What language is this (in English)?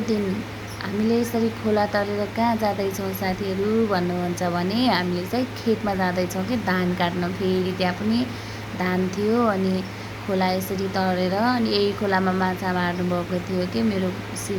Nepali